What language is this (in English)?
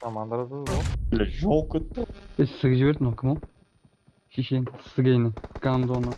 Kara-Kalpak